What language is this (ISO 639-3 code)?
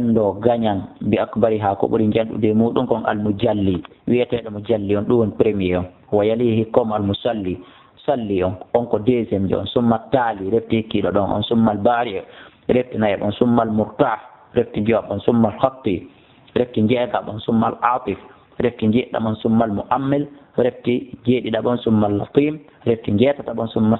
ful